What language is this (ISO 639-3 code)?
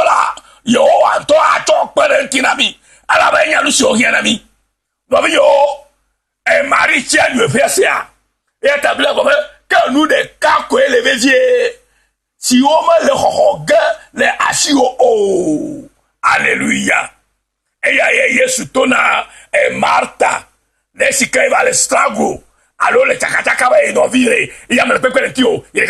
ewe